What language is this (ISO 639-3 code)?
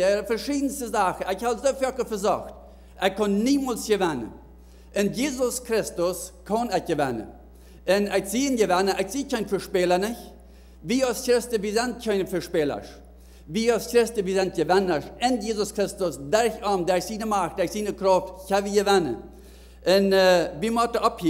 pdt